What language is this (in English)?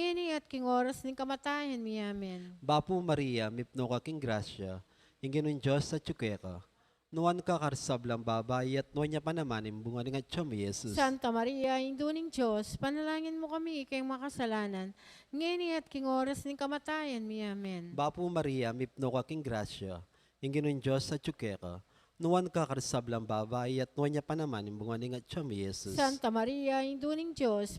Pampanga